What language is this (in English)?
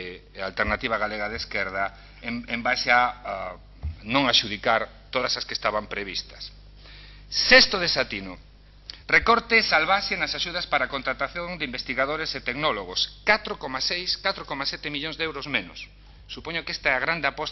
Galician